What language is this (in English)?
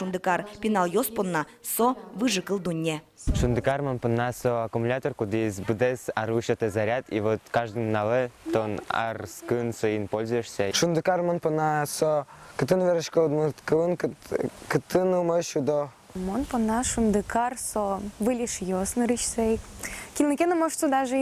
Udmurt